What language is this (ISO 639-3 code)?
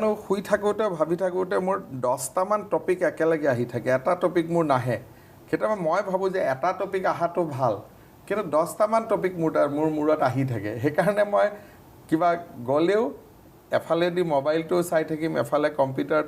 asm